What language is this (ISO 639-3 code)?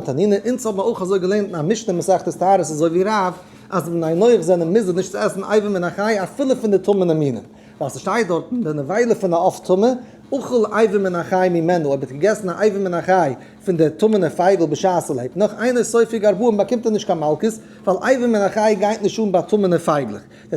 yid